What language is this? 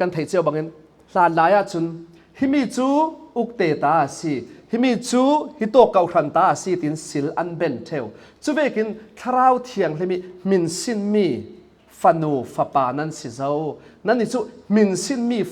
Falam Chin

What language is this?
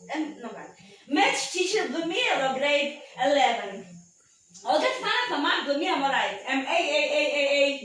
Tok Pisin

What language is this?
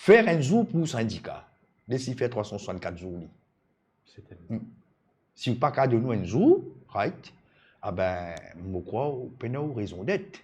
Morisyen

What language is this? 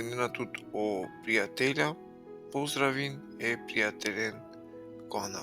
Balkan Romani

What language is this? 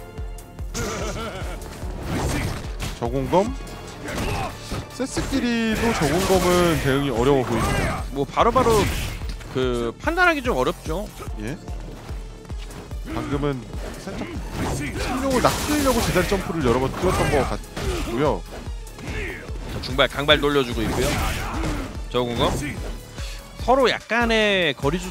Korean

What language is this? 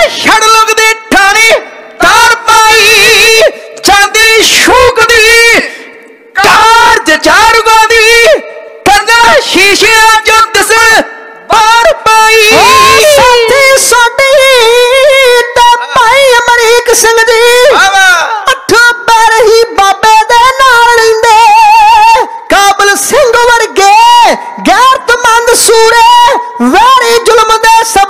Punjabi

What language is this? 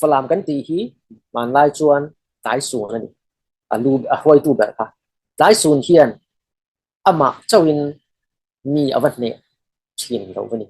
Falam Chin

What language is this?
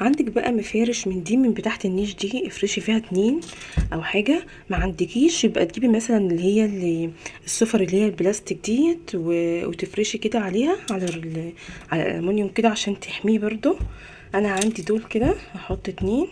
Egyptian Arabic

